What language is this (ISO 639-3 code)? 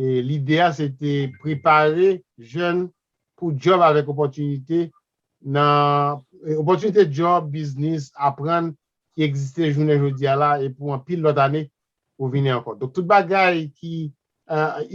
hat